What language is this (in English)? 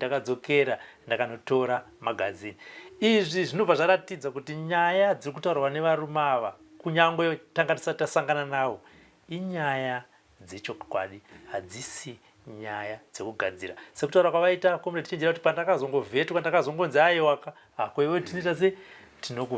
Shona